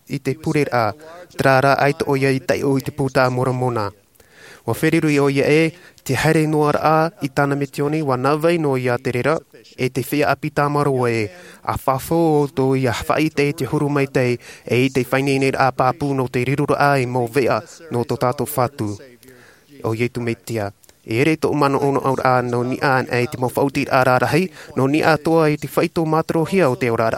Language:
Tahitian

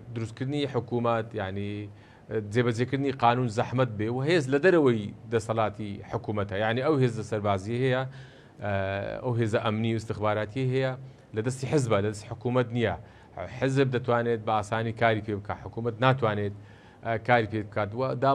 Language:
Central Kurdish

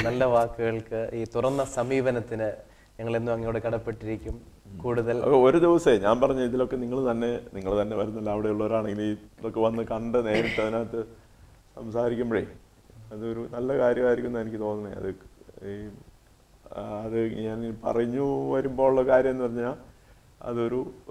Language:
Malayalam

